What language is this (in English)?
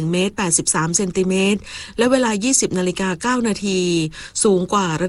Thai